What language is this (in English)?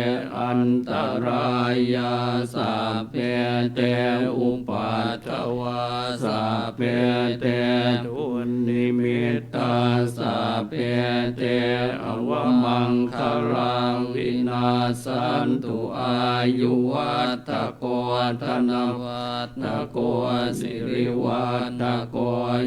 Pali